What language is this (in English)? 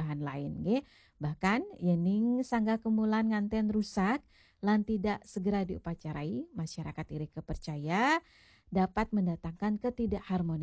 Balinese